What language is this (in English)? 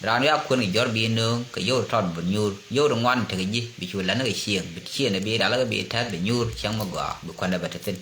Nuer